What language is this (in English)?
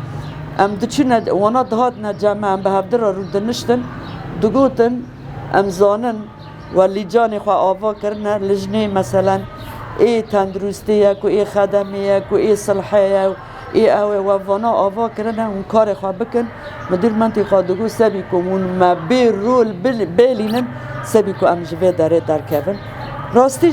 Kurdish